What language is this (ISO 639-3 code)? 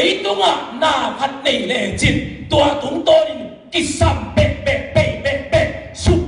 ctd